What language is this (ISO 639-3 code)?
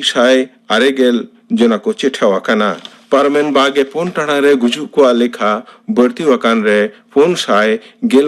sat